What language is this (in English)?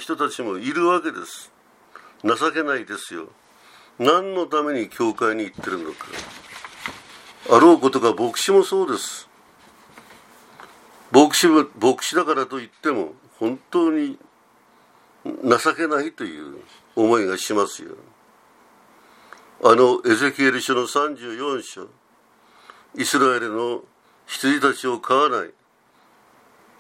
Japanese